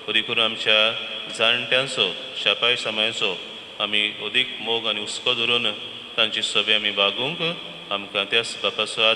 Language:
Konkani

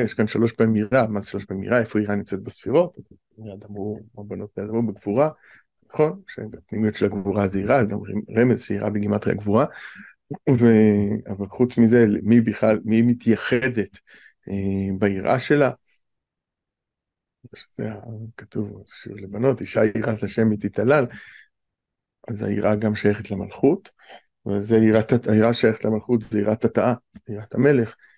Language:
Hebrew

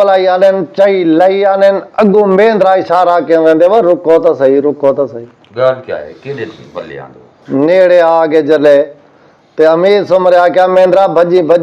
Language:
Saraiki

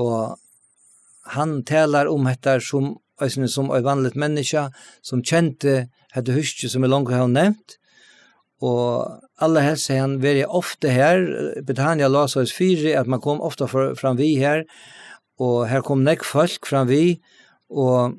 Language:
Faroese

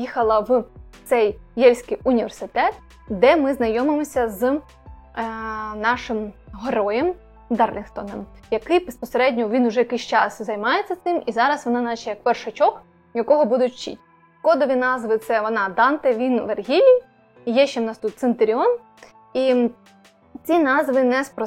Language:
Ukrainian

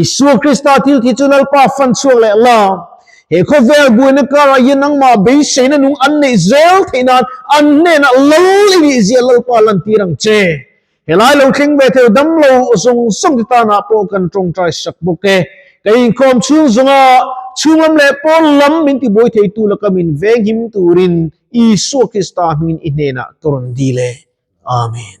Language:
Mizo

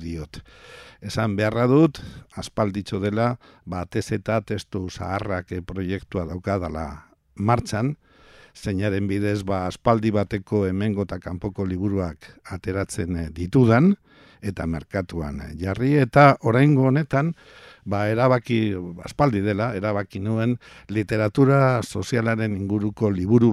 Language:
Basque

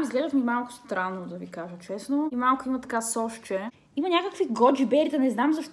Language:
Bulgarian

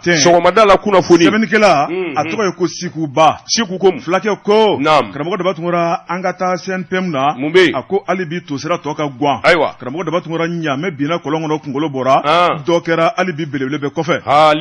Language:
Bambara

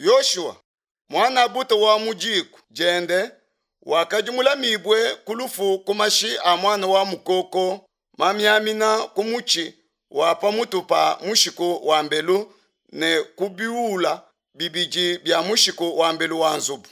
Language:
Luba-Lulua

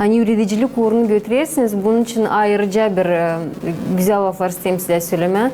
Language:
Gagauz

